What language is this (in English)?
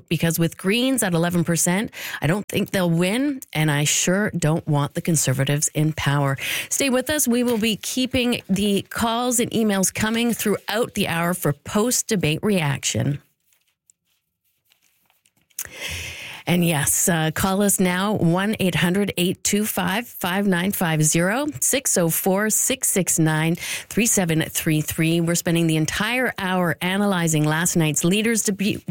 English